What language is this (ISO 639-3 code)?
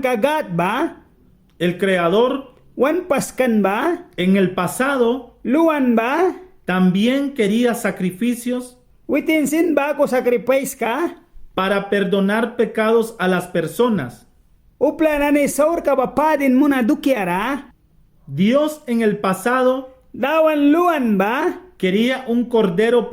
miq